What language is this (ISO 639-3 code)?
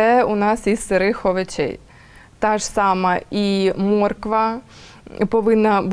ukr